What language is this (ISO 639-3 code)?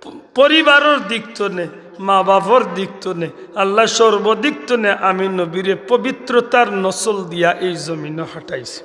syl